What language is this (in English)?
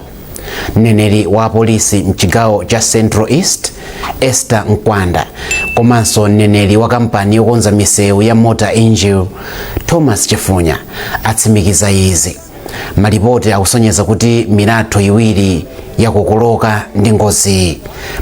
Nyanja